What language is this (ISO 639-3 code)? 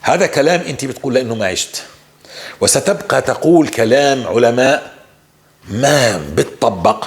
apc